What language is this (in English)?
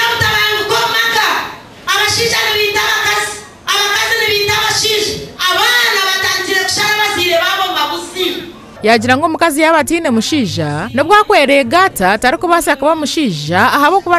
Nyankole